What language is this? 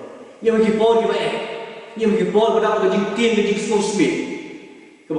Khasi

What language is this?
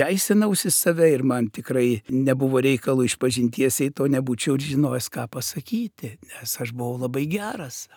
Lithuanian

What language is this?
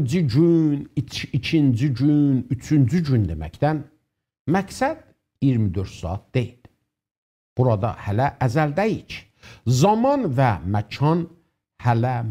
South Azerbaijani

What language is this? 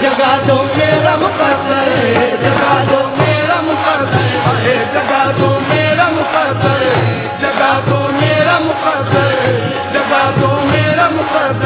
Urdu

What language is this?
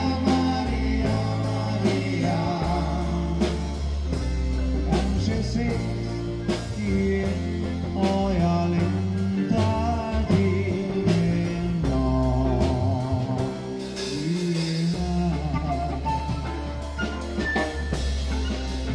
Swedish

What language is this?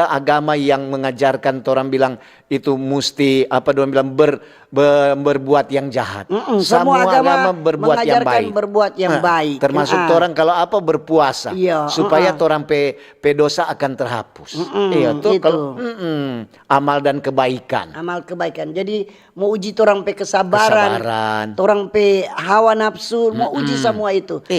Manado Malay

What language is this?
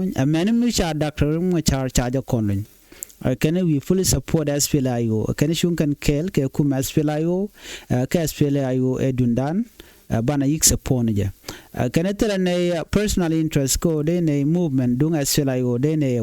Nuer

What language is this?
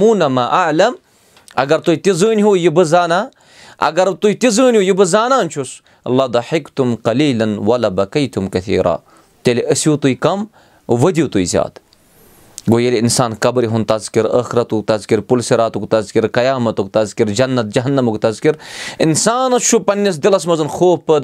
Kashmiri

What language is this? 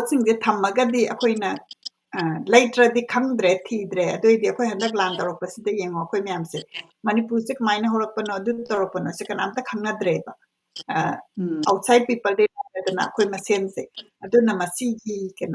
Manipuri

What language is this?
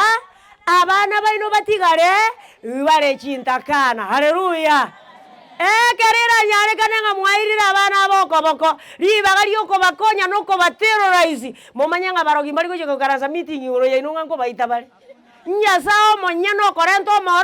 Gusii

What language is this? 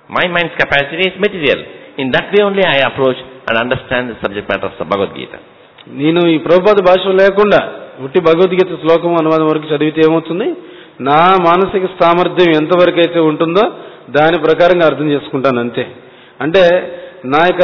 Telugu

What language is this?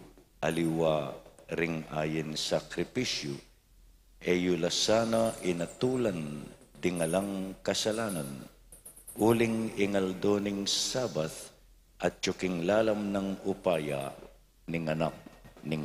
Pampanga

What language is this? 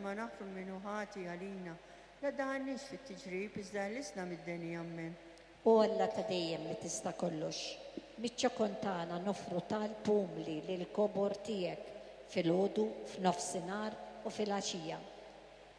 Maltese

